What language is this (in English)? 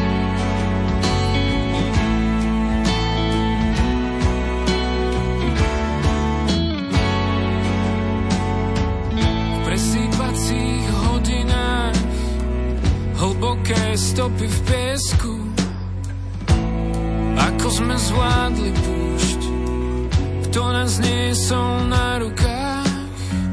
Slovak